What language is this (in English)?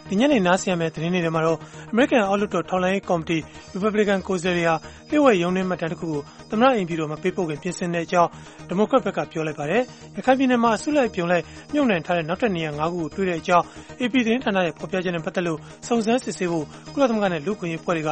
Burmese